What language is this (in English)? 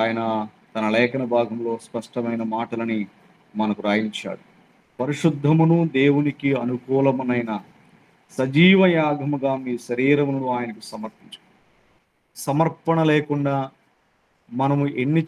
Telugu